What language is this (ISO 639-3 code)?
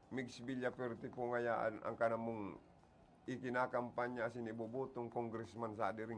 bik